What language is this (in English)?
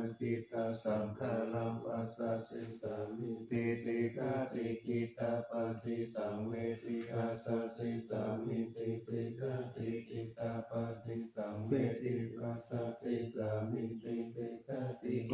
Pali